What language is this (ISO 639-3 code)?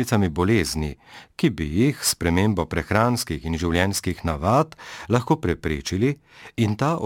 slv